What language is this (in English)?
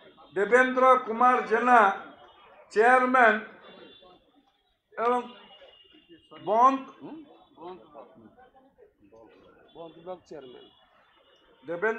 Odia